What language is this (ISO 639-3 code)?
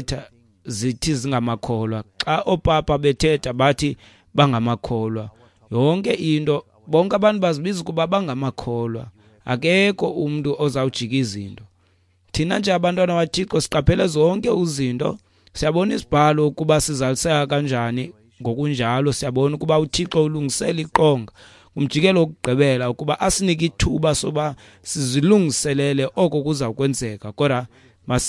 xho